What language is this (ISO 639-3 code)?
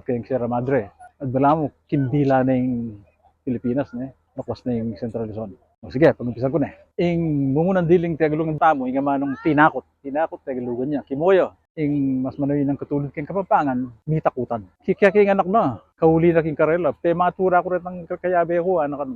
pam